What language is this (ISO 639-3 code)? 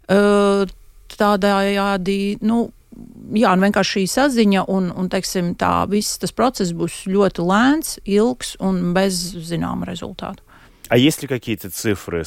lav